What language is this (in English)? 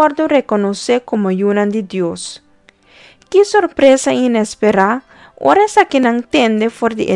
Papiamento